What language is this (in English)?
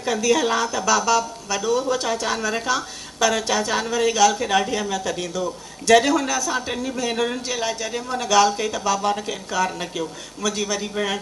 Sindhi